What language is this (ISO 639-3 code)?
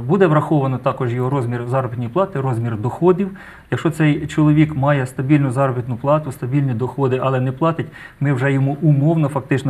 ukr